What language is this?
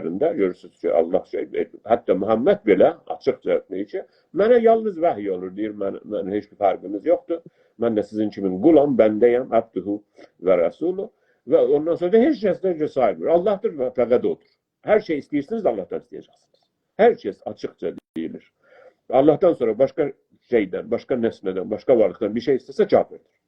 South Azerbaijani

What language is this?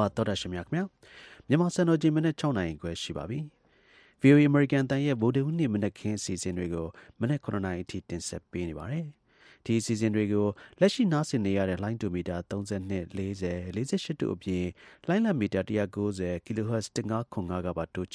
Burmese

